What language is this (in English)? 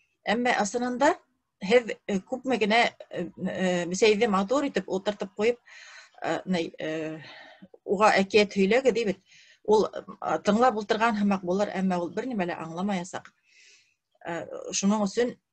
Bashkir